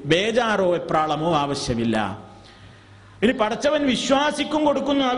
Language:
Malayalam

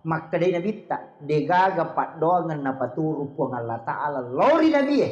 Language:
Buginese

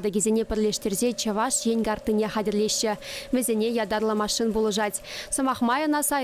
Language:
Chuvash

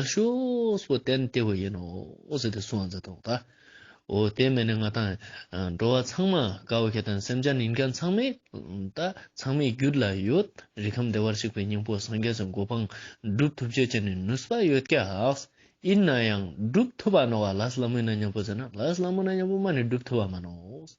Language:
Ladakhi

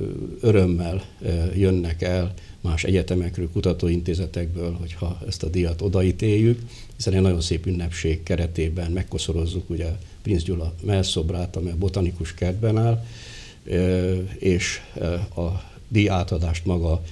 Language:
Hungarian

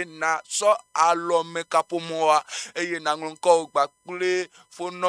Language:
Ewe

